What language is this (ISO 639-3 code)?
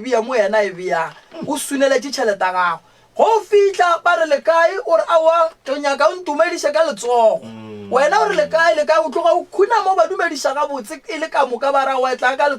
nso